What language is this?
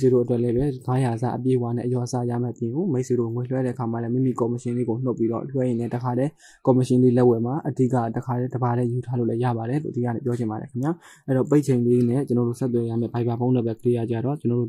Burmese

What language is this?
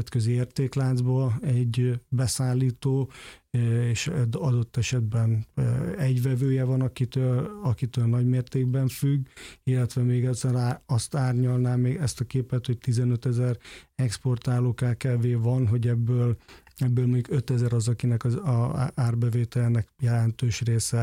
Hungarian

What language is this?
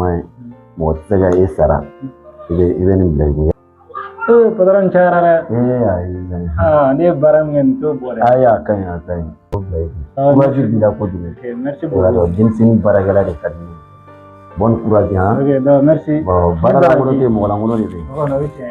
Bambara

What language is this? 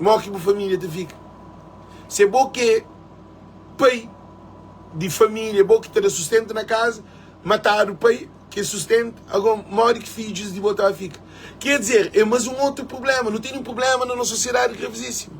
Kabuverdianu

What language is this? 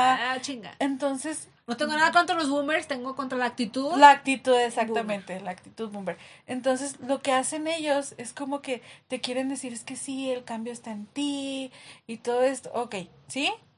Spanish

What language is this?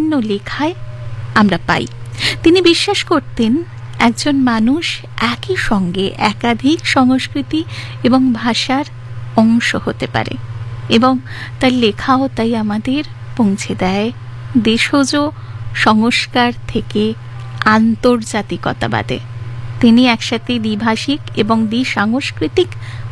Bangla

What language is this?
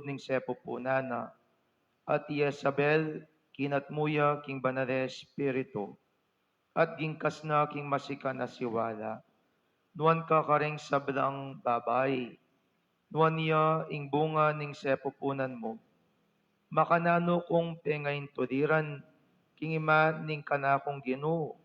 Pampanga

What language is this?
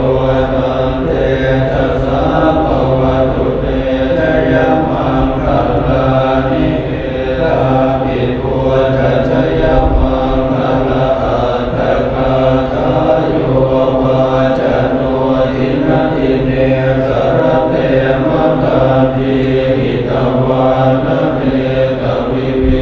Pali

